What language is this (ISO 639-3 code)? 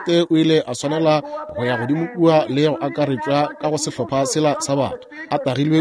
nso